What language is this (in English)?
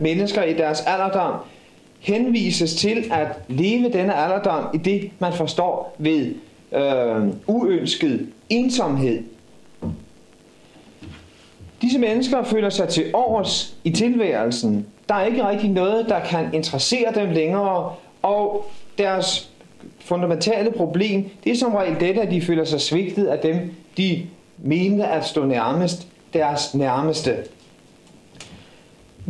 Danish